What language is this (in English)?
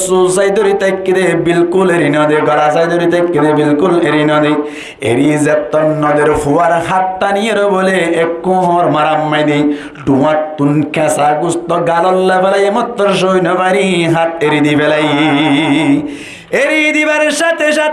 Rohingya